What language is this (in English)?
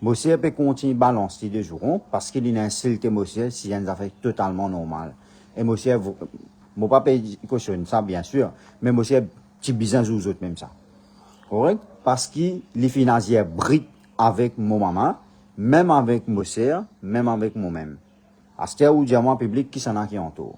Morisyen